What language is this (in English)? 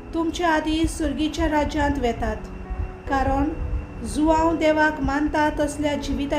Konkani